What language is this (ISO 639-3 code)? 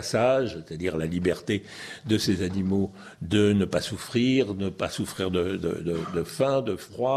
fra